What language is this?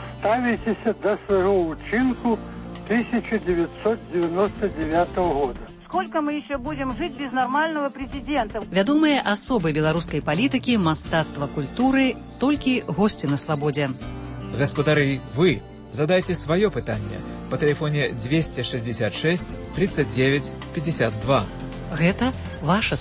Belarusian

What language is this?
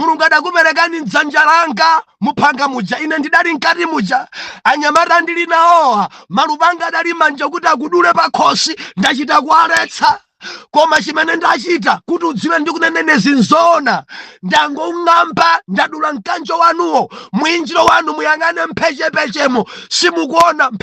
Nyanja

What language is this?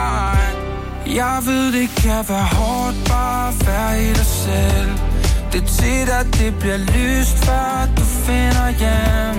Danish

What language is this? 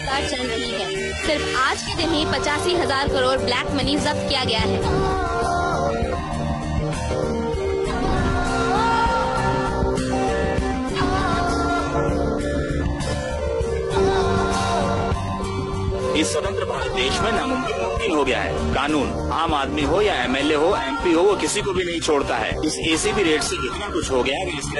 Hindi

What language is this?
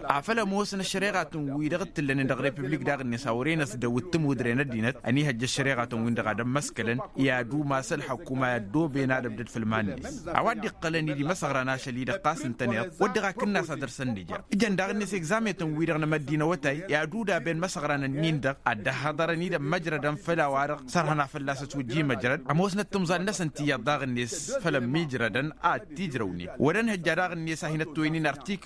Tamasheq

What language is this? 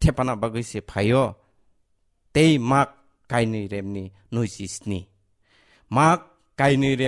Kok Borok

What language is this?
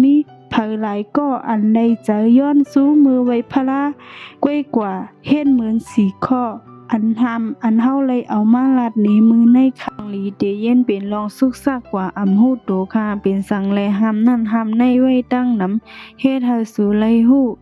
Shan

